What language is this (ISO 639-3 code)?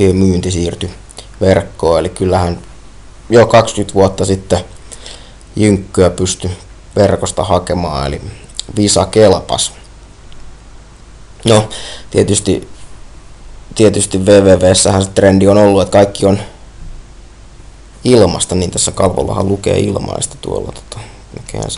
fin